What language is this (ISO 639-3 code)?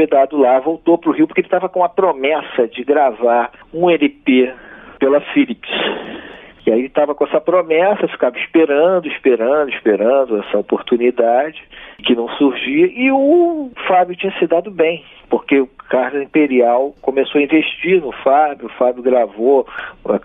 por